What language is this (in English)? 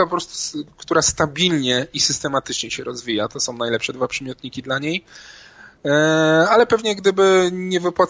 Polish